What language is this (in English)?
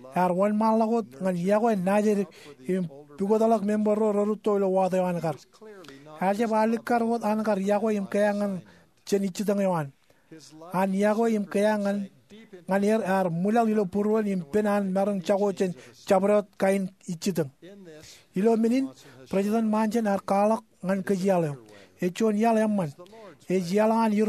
Marshallese